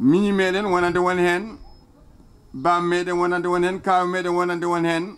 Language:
Fula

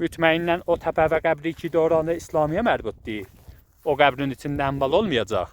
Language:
Azerbaijani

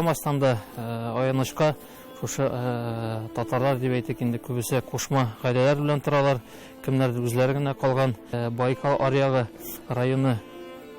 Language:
Tatar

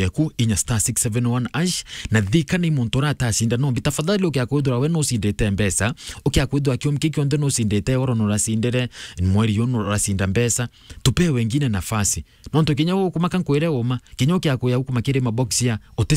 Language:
Meru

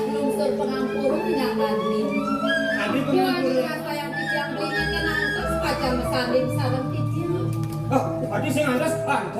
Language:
Balinese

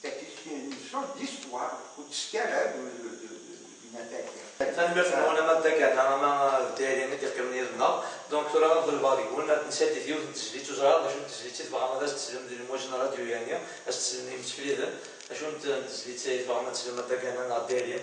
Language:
Kabyle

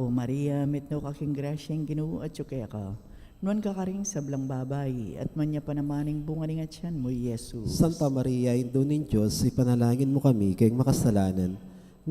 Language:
Pampanga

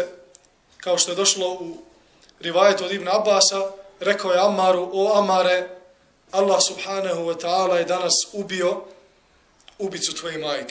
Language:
Bosnian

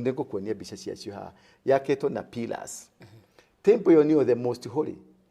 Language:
Kikuyu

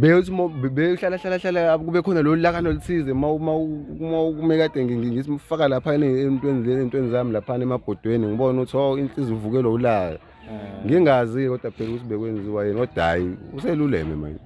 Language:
Zulu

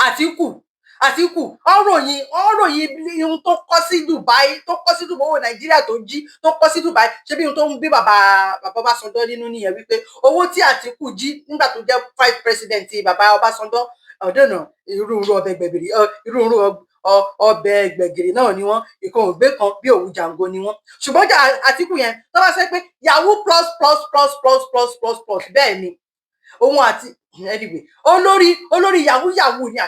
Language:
Yoruba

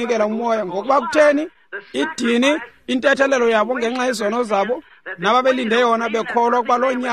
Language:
Xhosa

